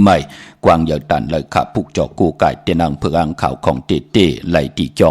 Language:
Shan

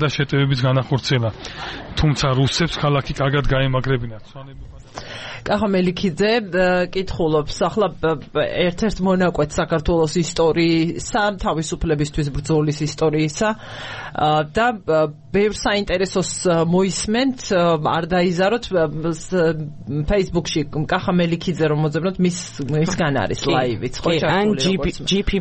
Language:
Georgian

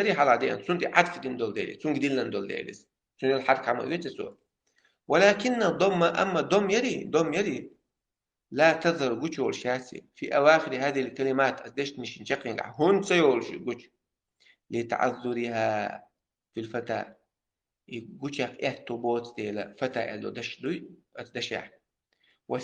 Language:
Chechen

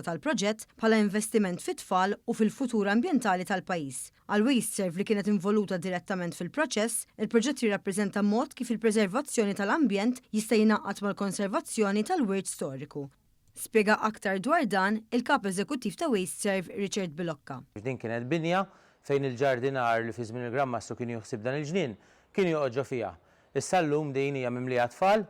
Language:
Maltese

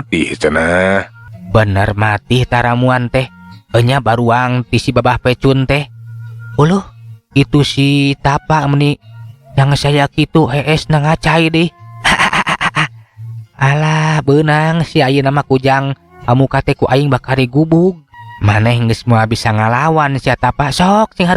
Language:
Sundanese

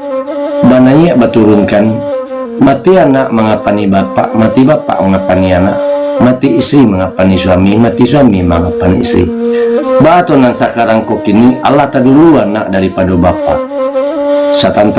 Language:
Minangkabau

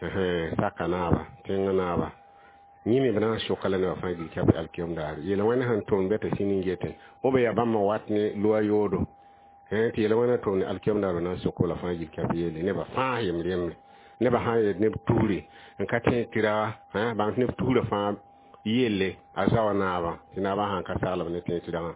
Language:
Mossi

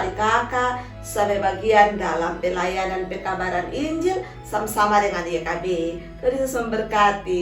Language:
Kupang Malay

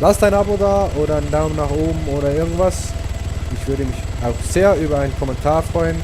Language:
Swiss German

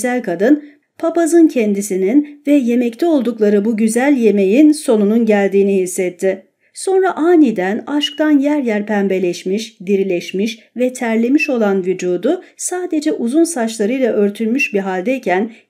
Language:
Turkish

